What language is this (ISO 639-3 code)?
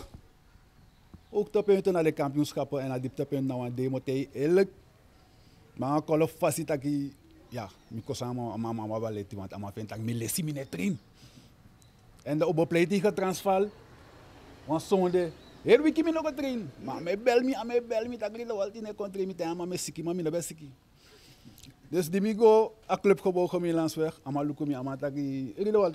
nld